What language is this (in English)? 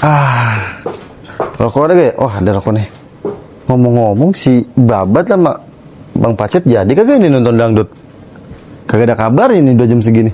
Betawi